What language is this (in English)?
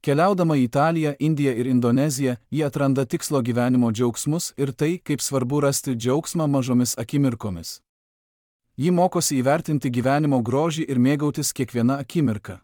Lithuanian